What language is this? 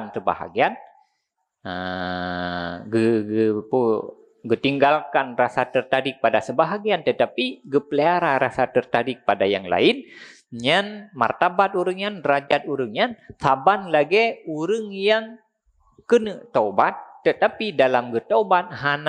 Achinese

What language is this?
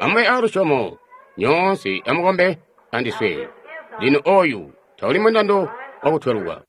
Tonga (Zambia)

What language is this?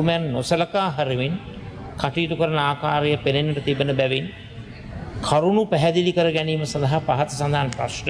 Sinhala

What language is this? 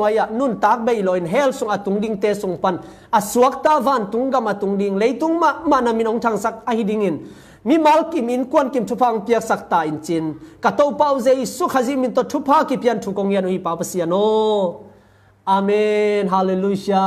Tedim Chin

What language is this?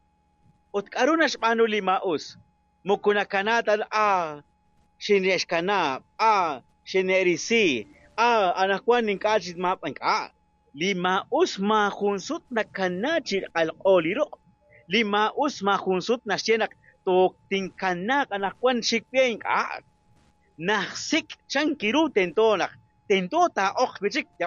Kekchí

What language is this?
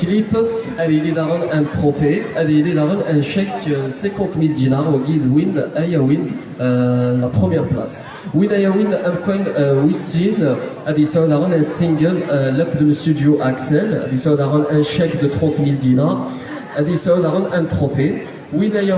Kabyle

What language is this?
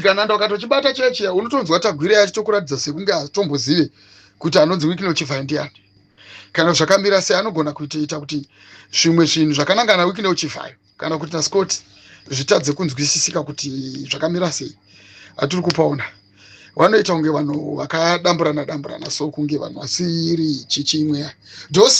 Shona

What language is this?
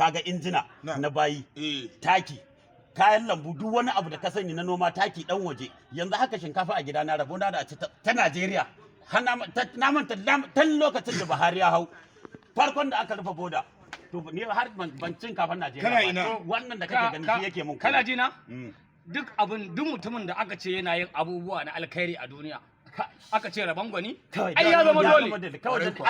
Hausa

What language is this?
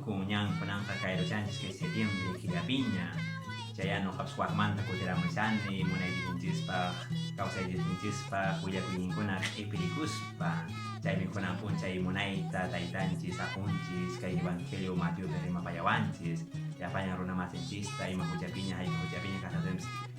Quechua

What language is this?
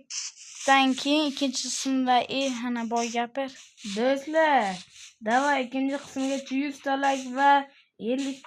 Uzbek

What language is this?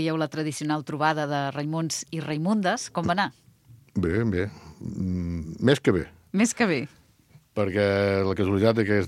Catalan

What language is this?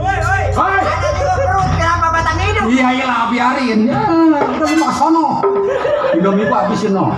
Betawi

